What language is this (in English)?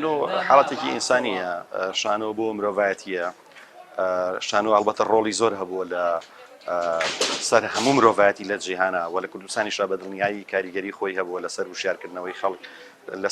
Central Kurdish